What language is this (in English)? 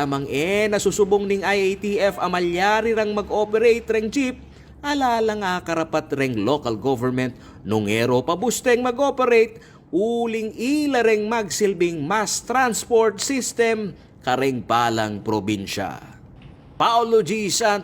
Pampanga